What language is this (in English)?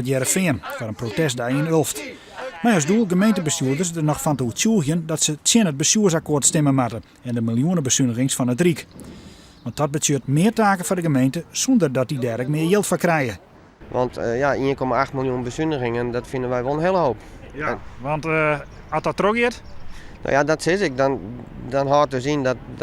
Western Frisian